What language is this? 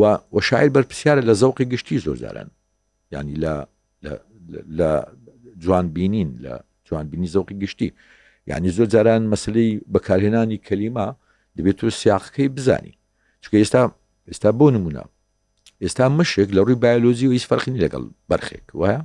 Central Kurdish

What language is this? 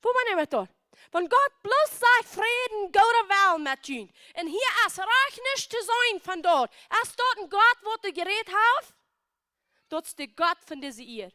Plautdietsch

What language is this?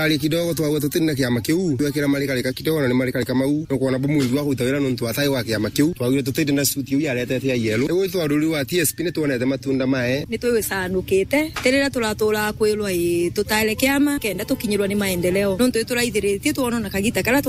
Meru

